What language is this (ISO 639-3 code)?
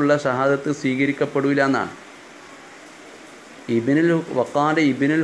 mal